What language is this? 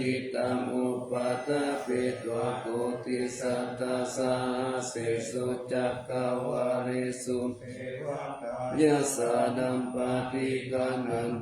Pali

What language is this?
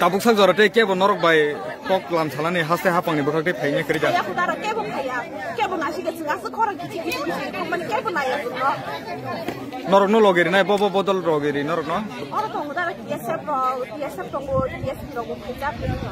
Kok Borok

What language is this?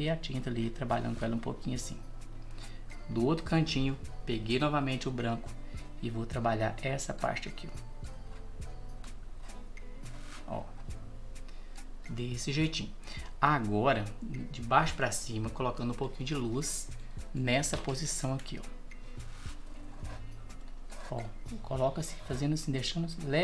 Portuguese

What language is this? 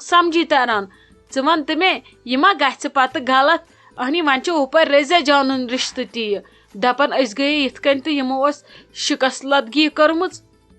Kashmiri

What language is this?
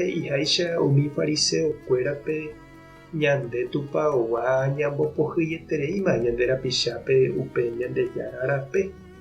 Guarani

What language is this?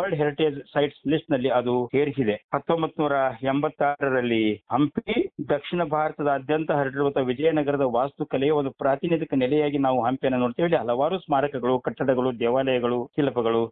Kannada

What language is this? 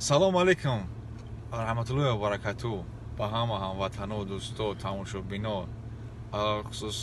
Tajik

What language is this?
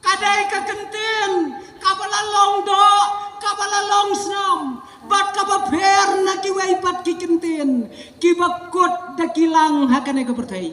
Khasi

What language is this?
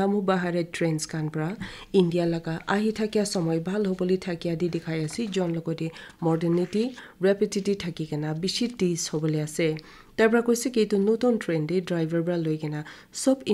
Naga Pidgin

